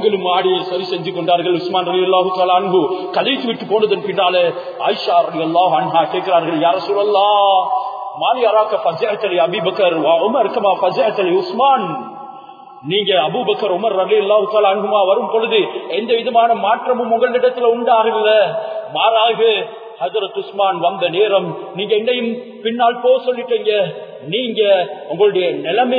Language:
Tamil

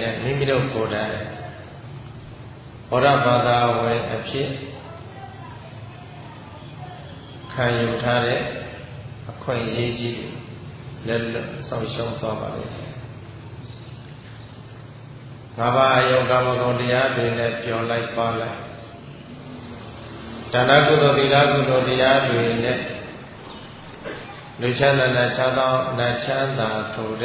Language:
Burmese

